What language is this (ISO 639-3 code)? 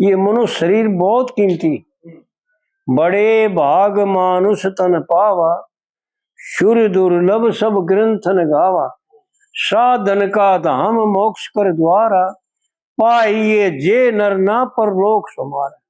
bgc